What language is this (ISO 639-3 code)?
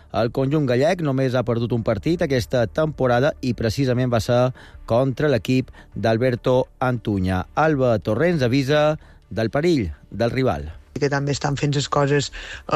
cat